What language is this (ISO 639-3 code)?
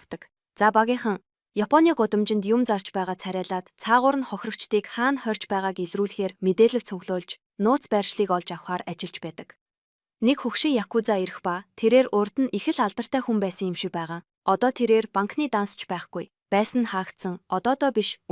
mon